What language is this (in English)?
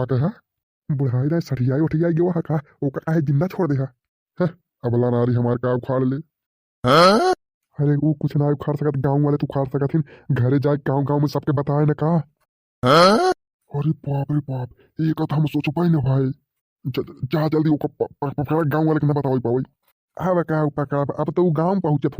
Bhojpuri